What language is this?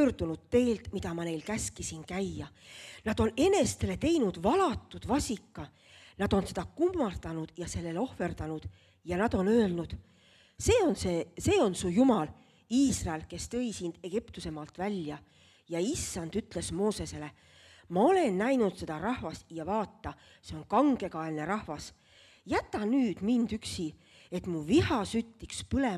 Estonian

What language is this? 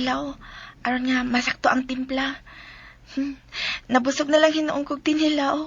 Cebuano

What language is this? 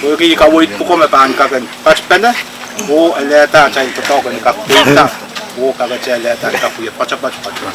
Pohnpeian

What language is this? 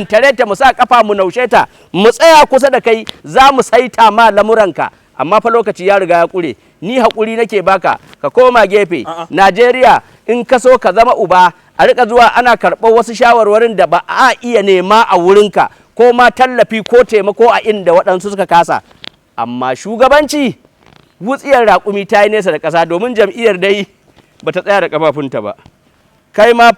Hausa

